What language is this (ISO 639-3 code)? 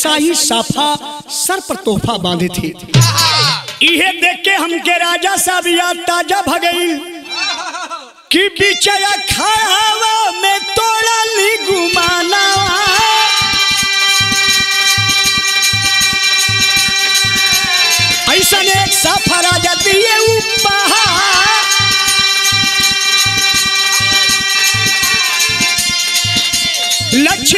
bho